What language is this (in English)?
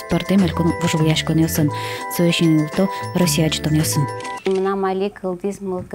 Udmurt